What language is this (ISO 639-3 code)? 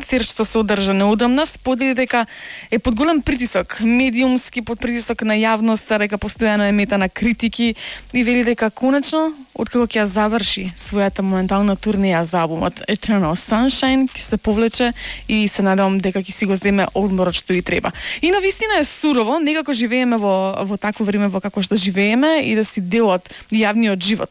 mkd